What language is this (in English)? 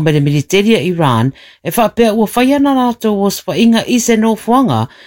Samoan